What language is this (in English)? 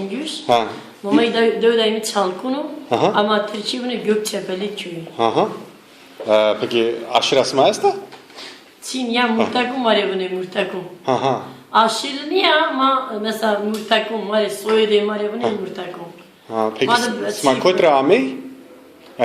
Zaza